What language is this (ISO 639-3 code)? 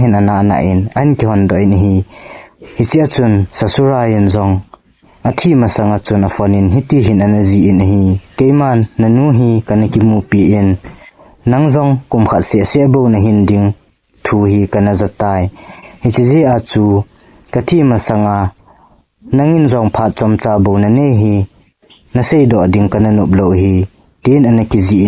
tcz